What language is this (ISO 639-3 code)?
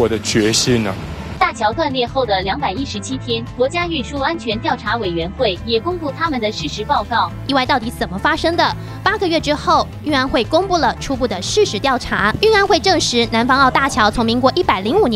zho